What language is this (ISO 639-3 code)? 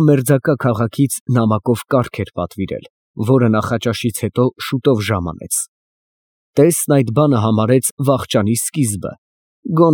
hye